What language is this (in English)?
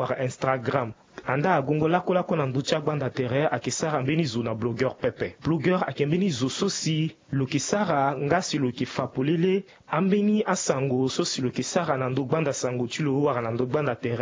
Sango